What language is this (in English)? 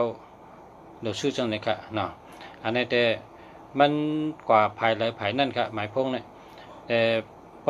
Shan